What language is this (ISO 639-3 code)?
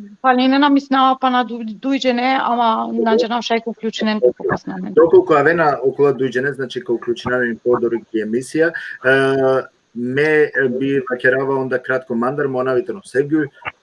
rmn